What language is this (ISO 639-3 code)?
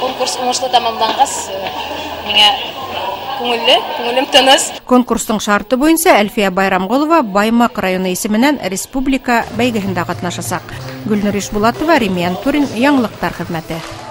bak